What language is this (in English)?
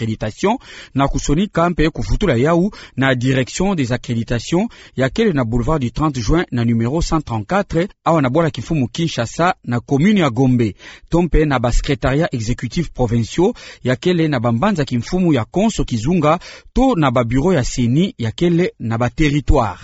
Kituba (Democratic Republic of Congo)